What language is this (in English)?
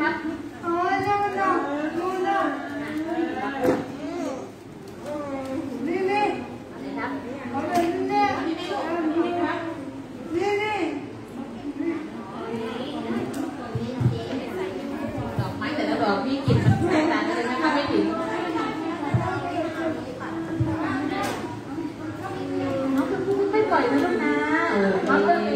Thai